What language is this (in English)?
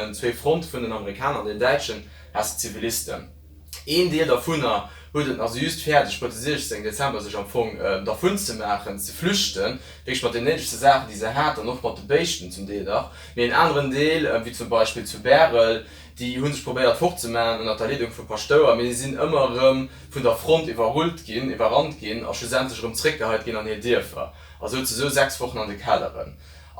Luxembourgish